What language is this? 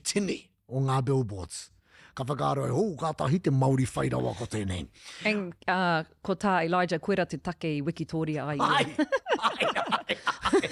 Māori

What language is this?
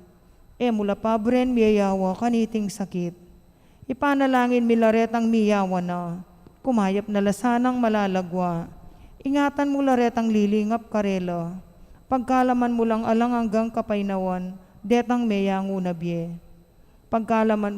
Pampanga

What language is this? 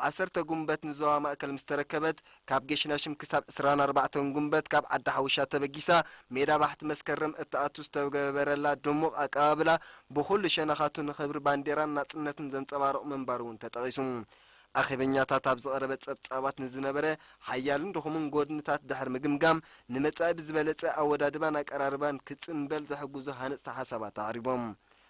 Tigrinya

